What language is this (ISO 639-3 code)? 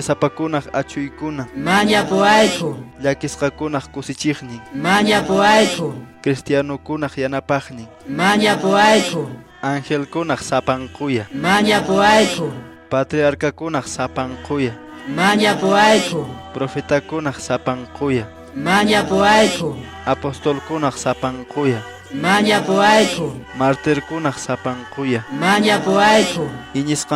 que